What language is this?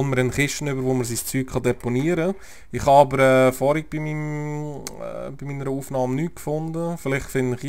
Swiss German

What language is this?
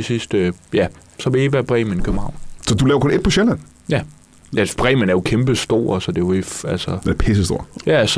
Danish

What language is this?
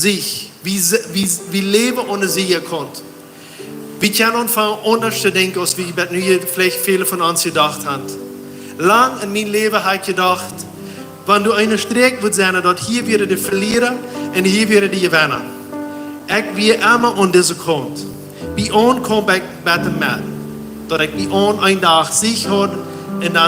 Plautdietsch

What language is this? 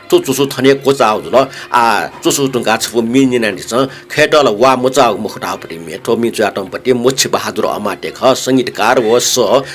Newari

